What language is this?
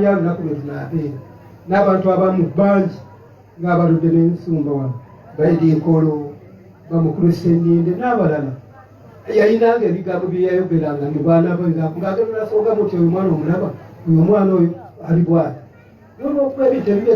Ganda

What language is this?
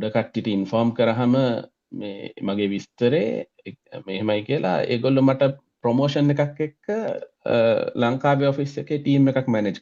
Sinhala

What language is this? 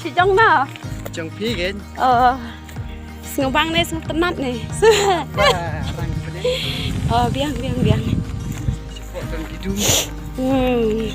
Khasi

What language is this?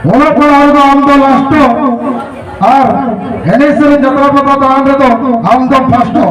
Santali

